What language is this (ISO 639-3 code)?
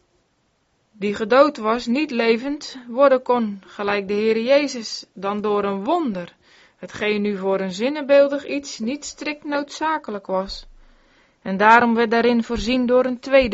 nld